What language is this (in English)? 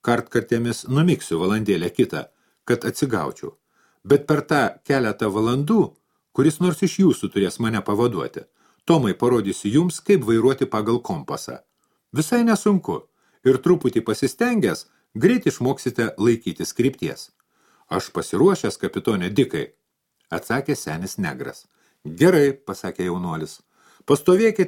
Lithuanian